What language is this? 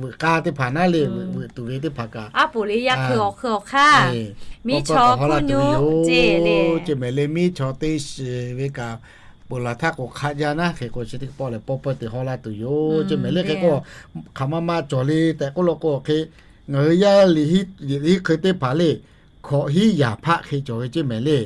Lahu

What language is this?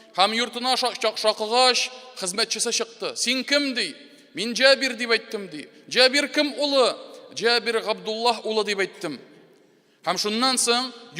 Tatar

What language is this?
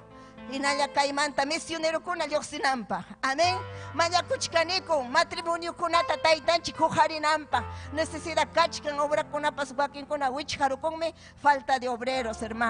Ayacucho Quechua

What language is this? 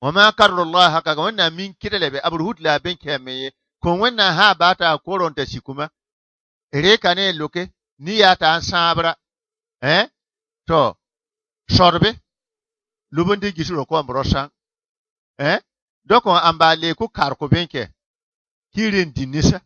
Bissa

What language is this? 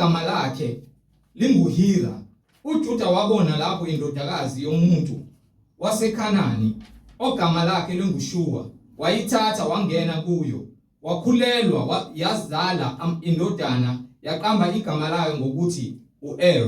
Zulu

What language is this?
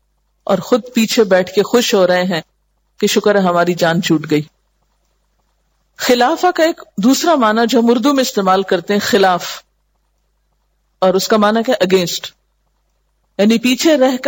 Urdu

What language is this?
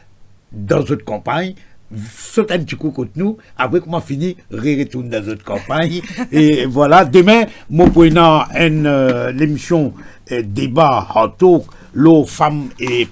Morisyen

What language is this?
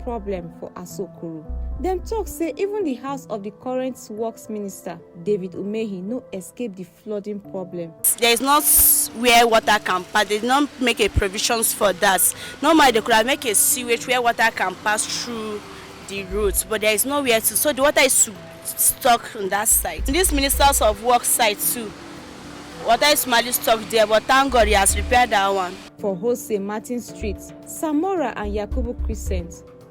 Nigerian Pidgin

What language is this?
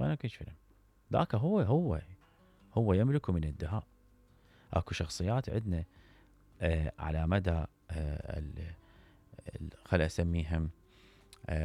Mesopotamian Arabic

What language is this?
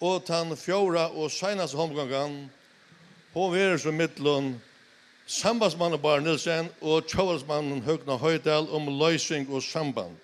Faroese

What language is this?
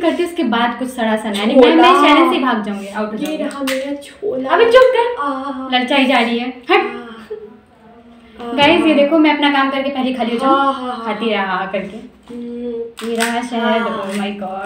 Hindi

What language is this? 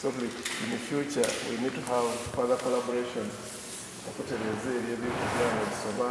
Soga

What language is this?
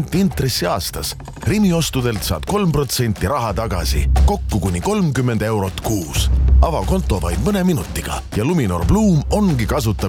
Estonian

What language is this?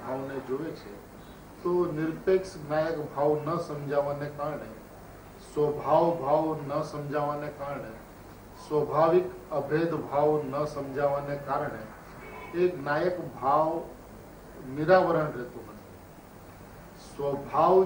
Gujarati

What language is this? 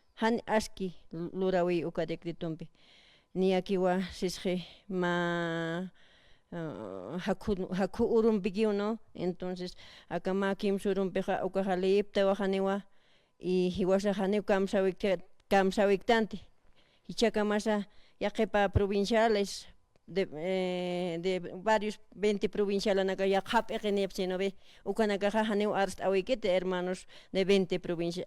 Aymara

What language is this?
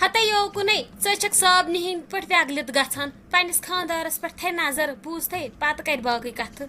Kashmiri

